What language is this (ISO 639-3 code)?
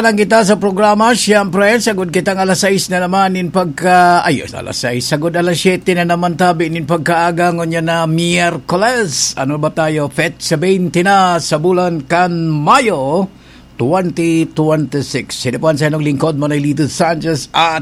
bik